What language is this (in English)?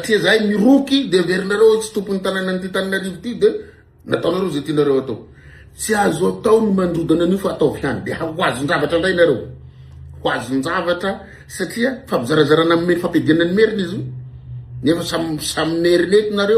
Malagasy